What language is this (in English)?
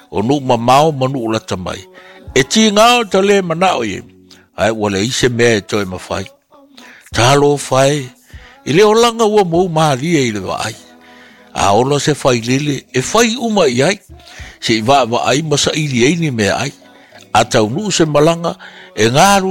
Samoan